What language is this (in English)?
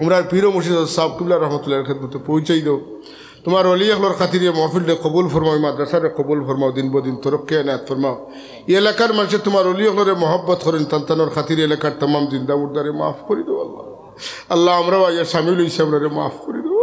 Sylheti